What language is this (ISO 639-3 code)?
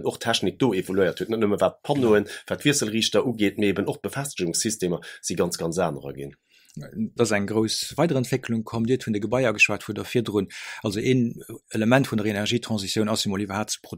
ltz